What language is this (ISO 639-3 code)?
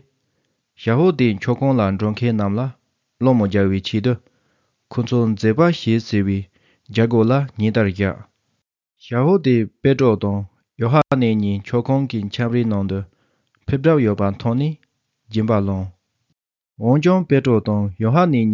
bod